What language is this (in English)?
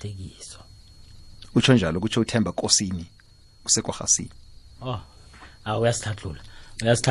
South Ndebele